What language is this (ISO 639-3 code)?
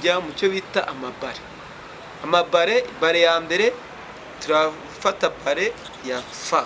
kin